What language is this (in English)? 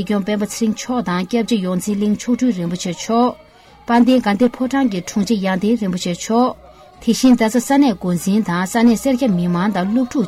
Tibetan